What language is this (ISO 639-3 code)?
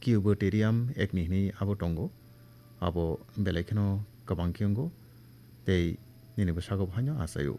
trp